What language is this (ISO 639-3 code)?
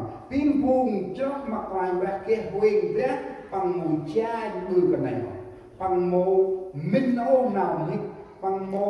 cmo